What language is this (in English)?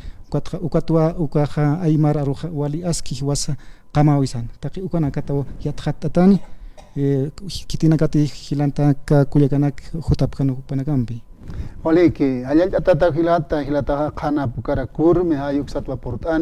Aymara